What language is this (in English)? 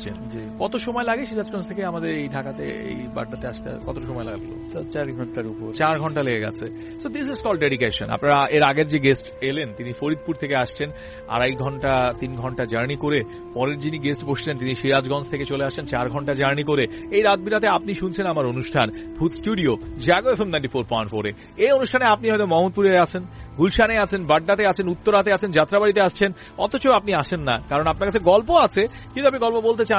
Bangla